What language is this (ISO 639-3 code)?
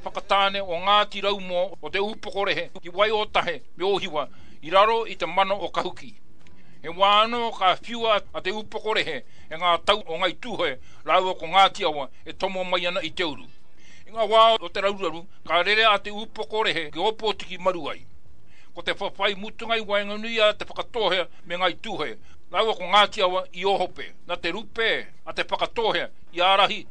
mri